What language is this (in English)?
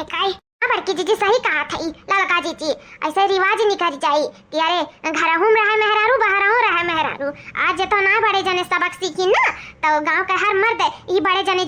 Awadhi